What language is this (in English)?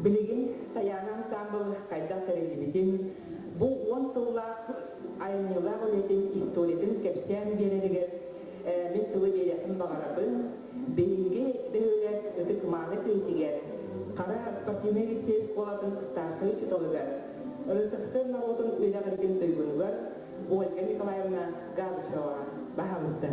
Yakut